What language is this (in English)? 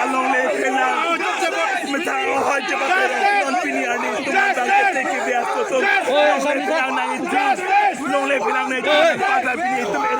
Karbi